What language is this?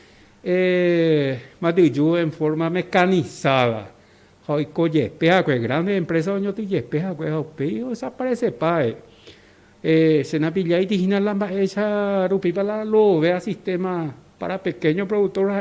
Guarani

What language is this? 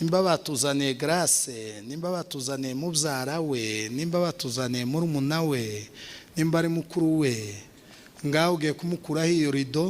Kinyarwanda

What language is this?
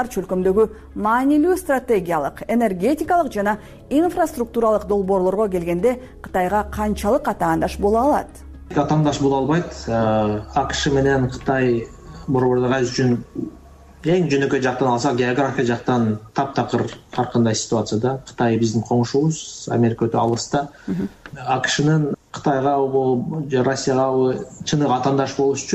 Kyrgyz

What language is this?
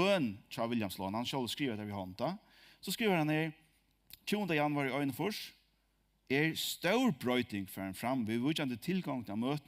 Faroese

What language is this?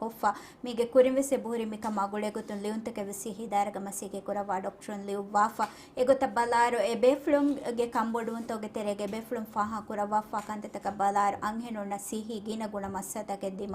Divehi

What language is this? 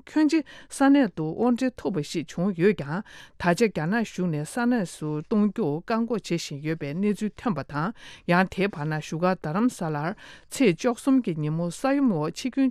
Tibetan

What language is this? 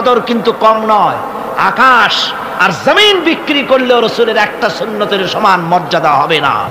Bangla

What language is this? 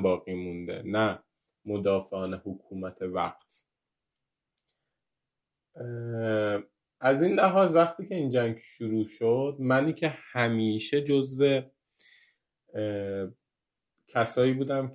Persian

